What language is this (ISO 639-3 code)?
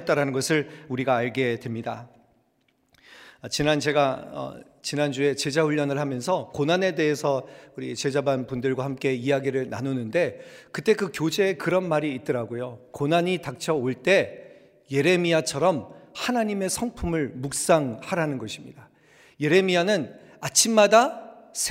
kor